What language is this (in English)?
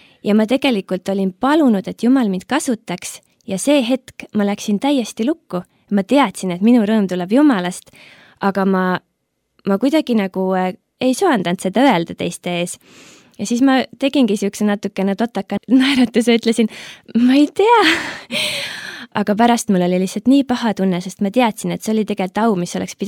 Estonian